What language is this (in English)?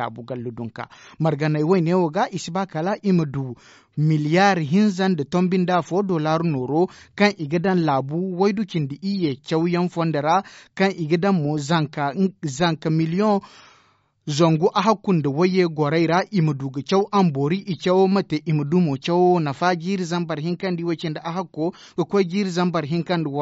Zarma